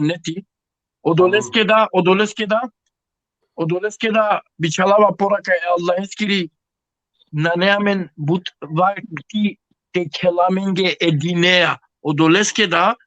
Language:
Balkan Romani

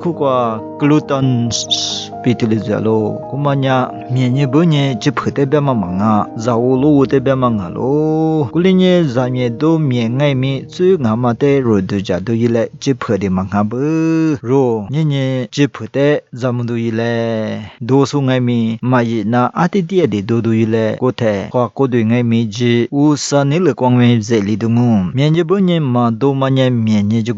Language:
Lisu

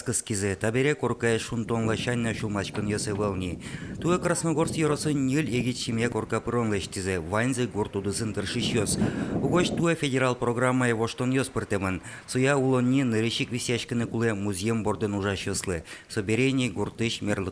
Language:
Udmurt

